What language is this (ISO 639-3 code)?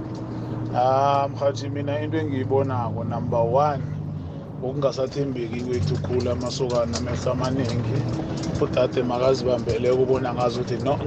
nbl